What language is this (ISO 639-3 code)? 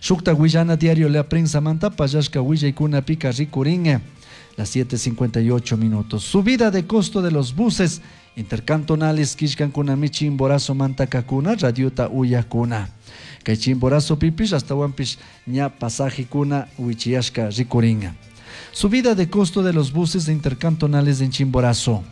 qug